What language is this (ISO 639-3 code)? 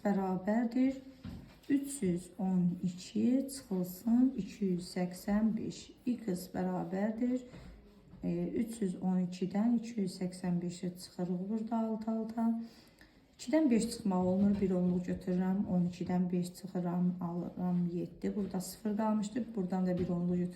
aze